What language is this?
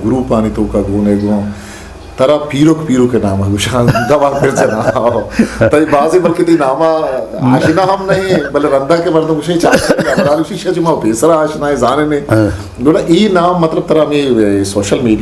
Eastern Balochi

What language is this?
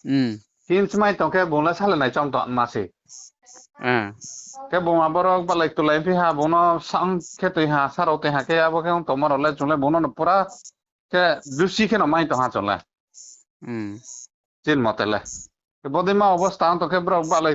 Riang (India)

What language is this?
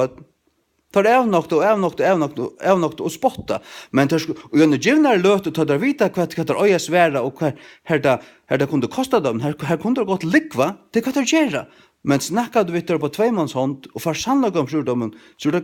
Faroese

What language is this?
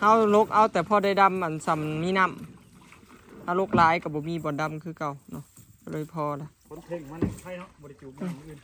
Northeastern Thai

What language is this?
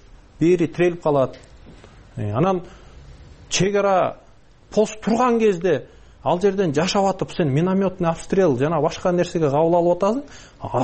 Kyrgyz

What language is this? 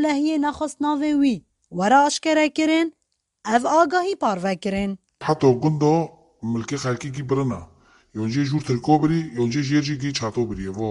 Kurdish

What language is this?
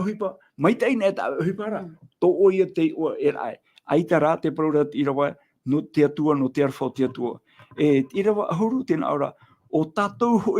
Tahitian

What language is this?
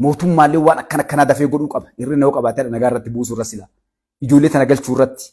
Oromo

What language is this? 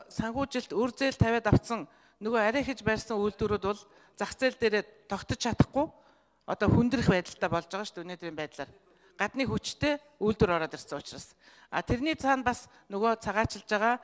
Mongolian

